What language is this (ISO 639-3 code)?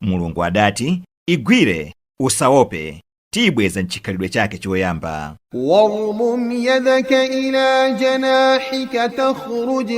nya